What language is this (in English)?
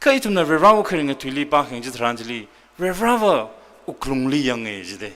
Tangkhul Naga (India)